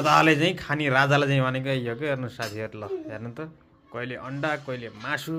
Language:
Nepali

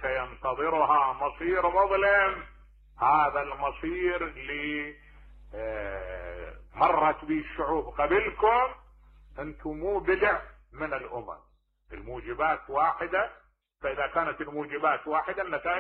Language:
Mesopotamian Arabic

